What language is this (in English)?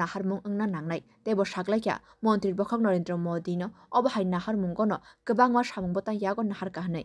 Kok Borok